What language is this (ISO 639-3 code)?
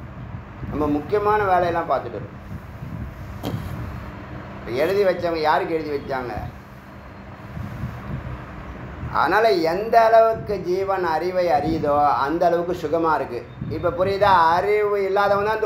tam